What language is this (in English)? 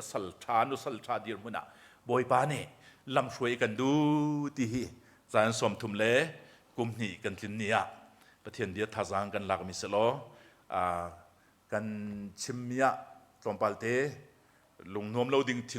Hakha Chin